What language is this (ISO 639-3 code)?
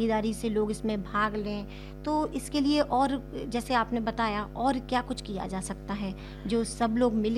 hin